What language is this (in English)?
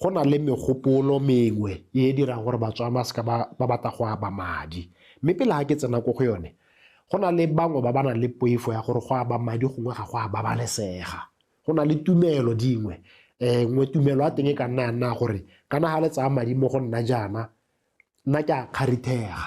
Tswana